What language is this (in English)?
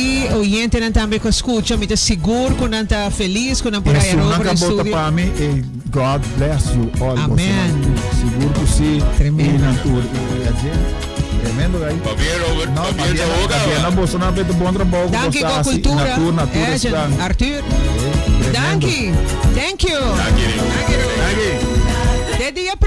Papiamento